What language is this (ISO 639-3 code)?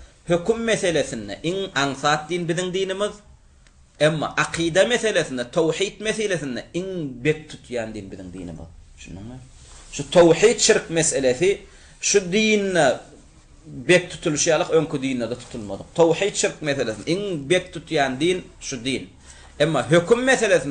tuk